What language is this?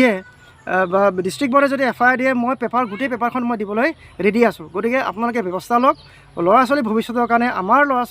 Assamese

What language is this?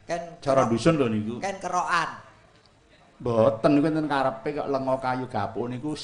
Javanese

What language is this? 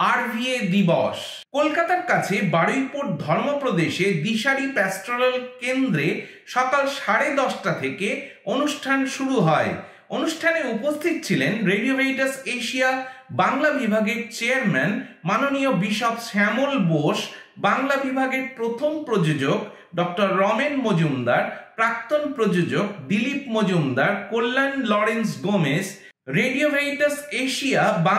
Bangla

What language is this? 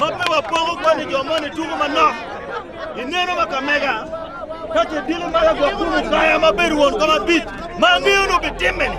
Acoli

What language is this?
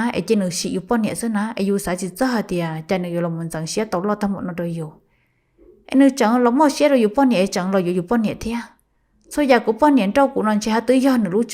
Hmong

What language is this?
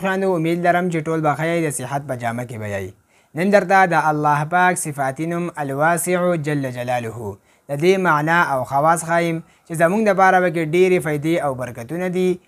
Pashto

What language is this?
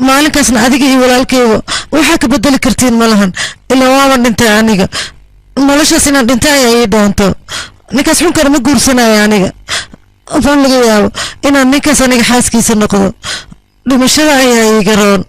Somali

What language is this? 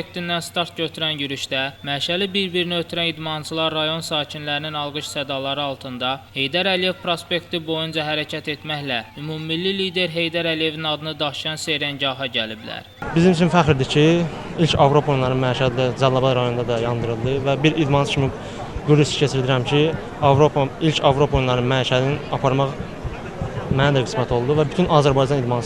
Azerbaijani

